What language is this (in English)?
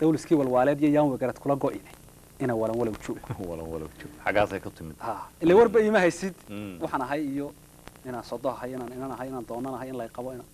Somali